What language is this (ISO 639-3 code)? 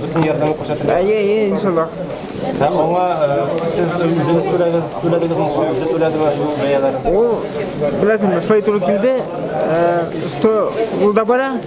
tat